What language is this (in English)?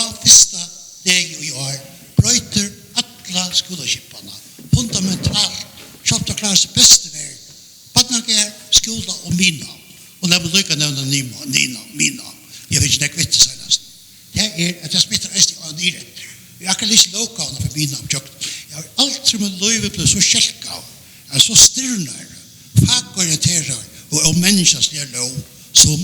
Faroese